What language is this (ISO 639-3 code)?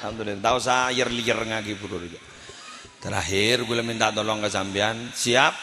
mad